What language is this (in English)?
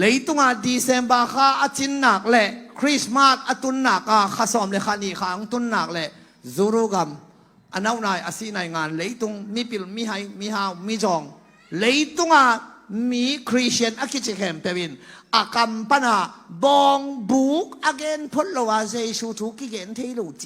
Tedim Chin